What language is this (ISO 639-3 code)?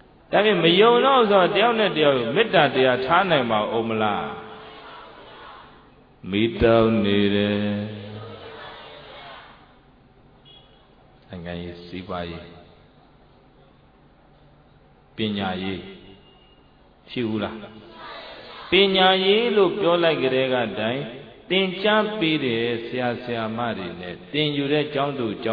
mya